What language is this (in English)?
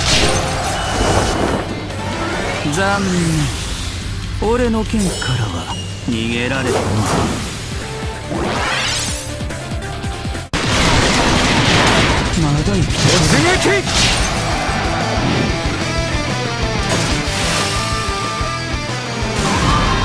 Japanese